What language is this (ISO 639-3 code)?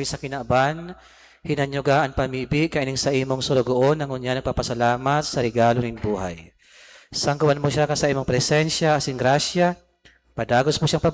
bik